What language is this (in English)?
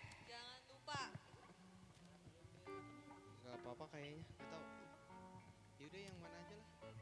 Indonesian